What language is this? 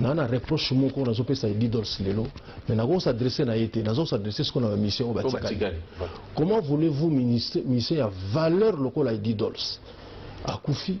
Lingala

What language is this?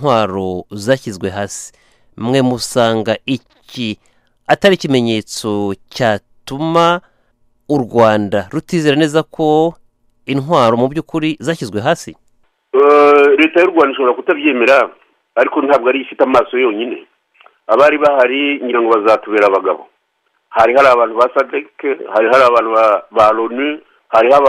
Kinyarwanda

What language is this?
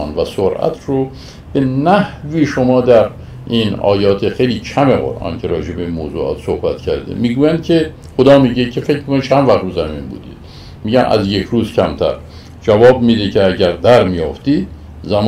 Persian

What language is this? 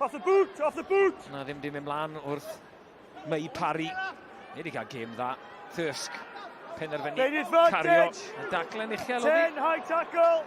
Welsh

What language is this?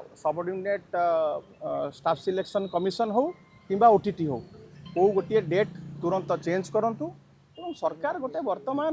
Odia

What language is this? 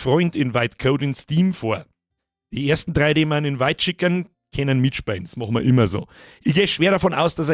Bavarian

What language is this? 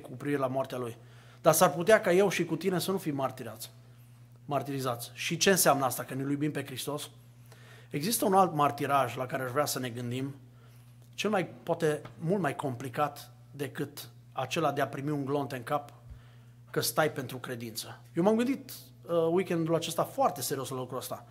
Romanian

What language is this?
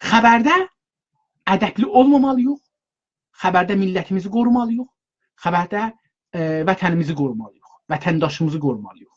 South Azerbaijani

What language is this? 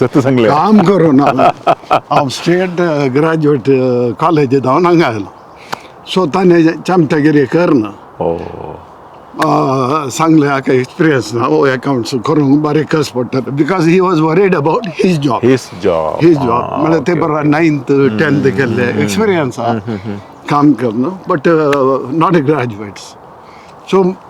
Konkani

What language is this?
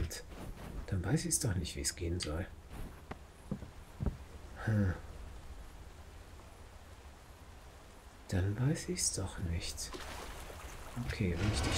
German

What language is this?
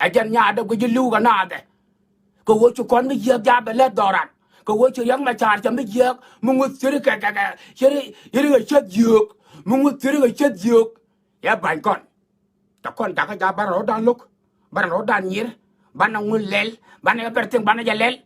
Nuer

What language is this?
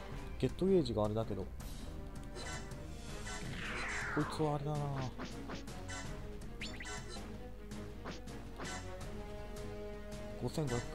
Japanese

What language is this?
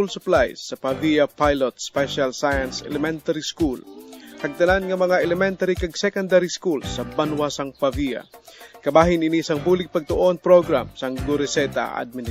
Hiligaynon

